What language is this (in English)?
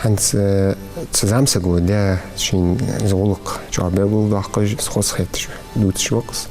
Ingush